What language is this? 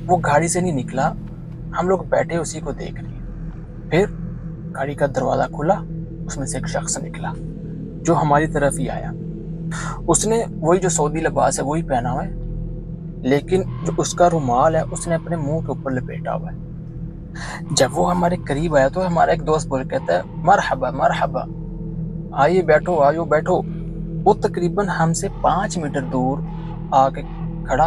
Urdu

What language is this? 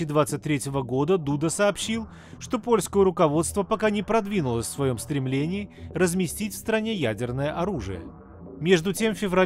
Russian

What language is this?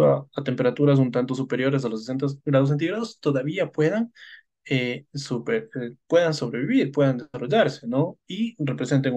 Spanish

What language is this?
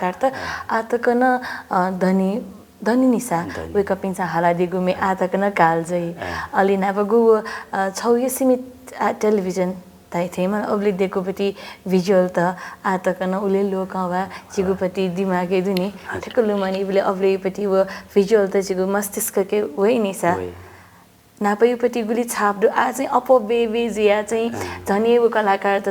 Newari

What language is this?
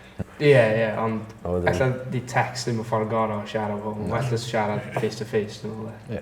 Welsh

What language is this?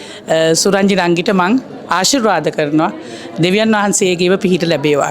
Sinhala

